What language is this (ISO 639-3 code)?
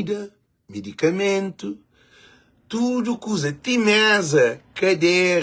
kea